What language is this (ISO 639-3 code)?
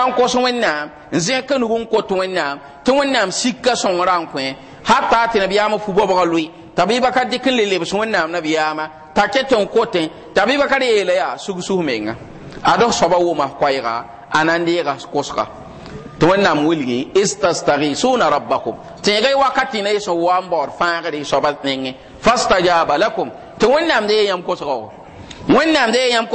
mos